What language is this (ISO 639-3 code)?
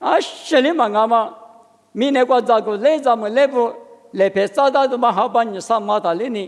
lis